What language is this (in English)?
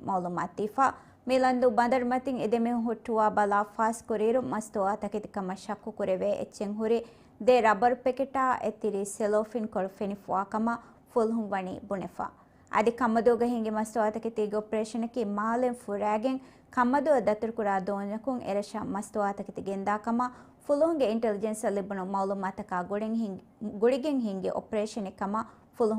Divehi